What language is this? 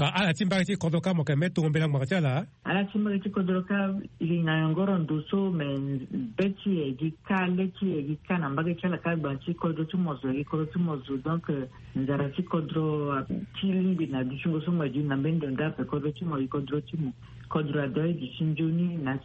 Sango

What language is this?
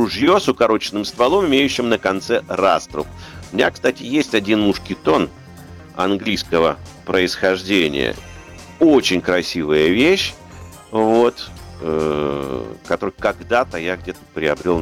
Russian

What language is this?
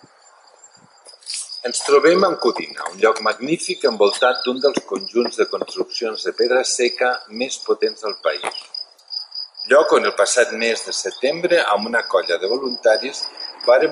Catalan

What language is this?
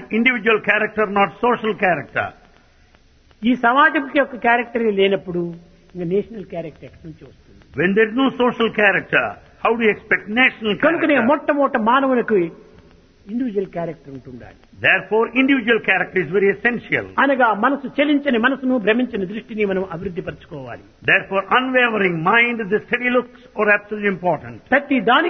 Telugu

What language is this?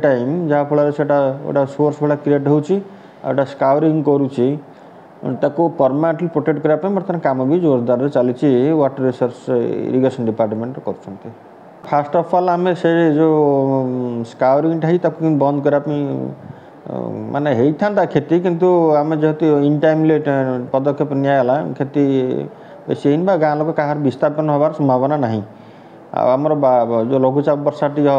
Odia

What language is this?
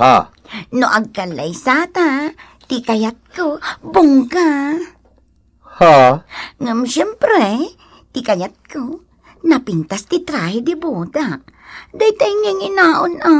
Iloko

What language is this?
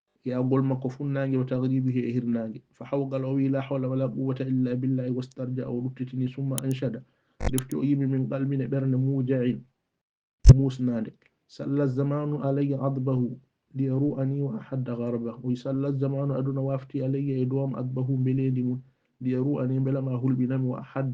Fula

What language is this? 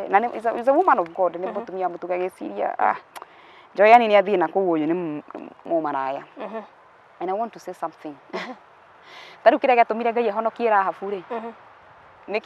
Kikuyu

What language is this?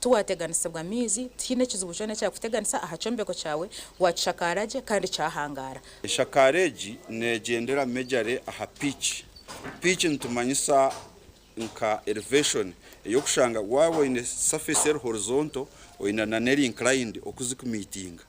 Nyankole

